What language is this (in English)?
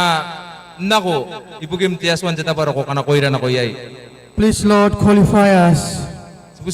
Gilbertese